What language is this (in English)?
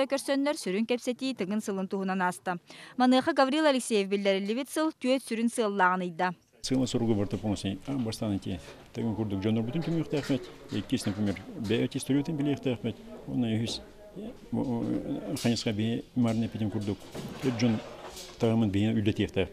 Yakut